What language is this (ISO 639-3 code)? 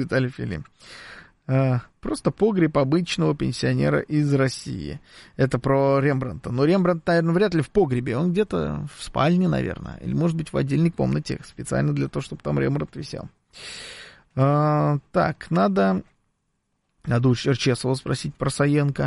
rus